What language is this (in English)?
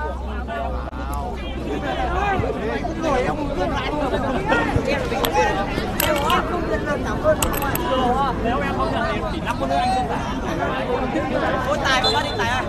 Vietnamese